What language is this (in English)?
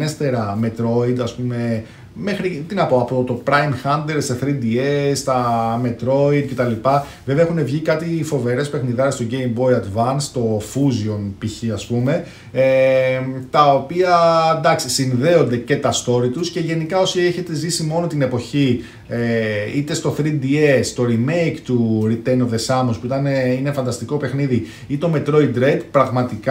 Greek